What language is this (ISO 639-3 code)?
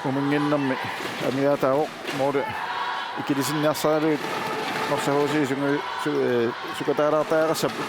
kal